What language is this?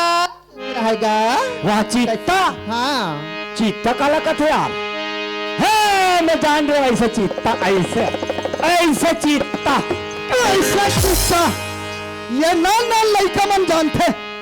Chhattisgarhi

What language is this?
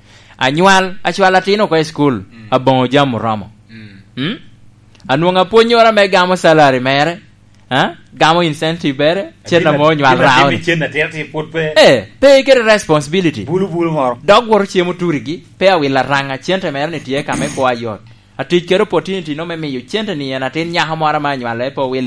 Lango (Uganda)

